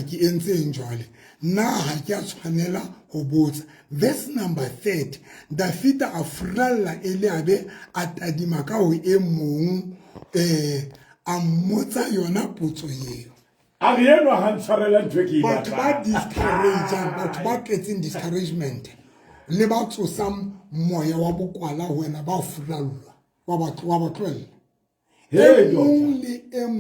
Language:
Southern Sotho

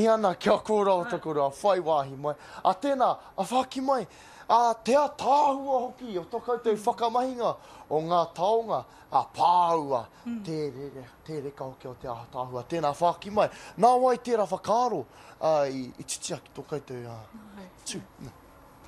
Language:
Māori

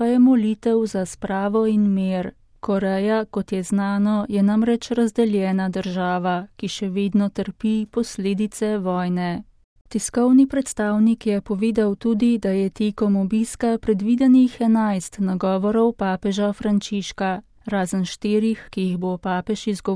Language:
Slovenian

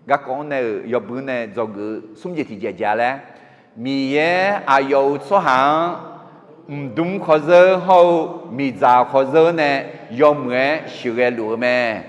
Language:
Akha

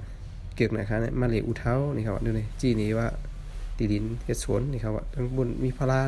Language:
Shan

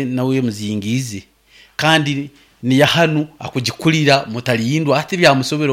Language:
Nyankole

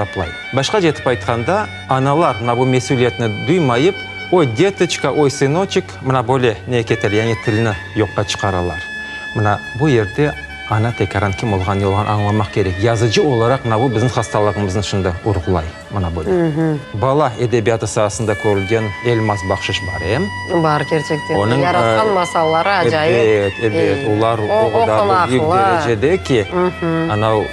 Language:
Crimean Tatar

